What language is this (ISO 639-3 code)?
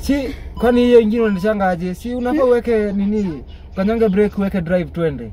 swa